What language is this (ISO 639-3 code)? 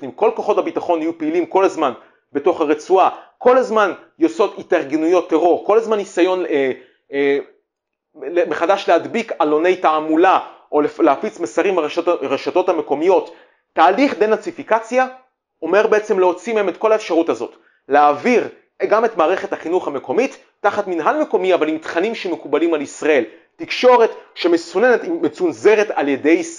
heb